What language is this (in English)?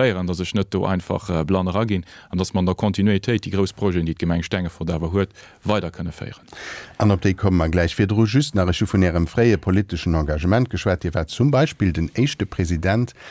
Luxembourgish